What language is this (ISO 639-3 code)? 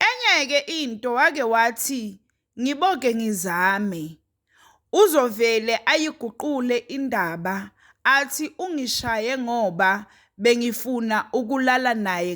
zul